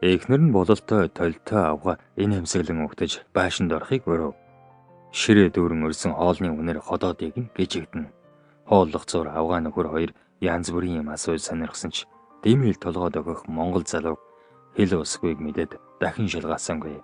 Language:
Mongolian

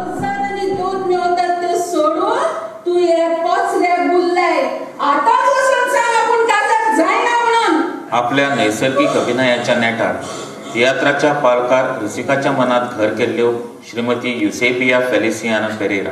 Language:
Konkani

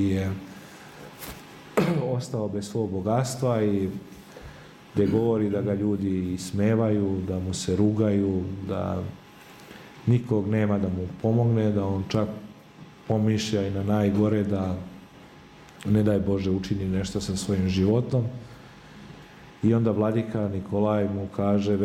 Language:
Serbian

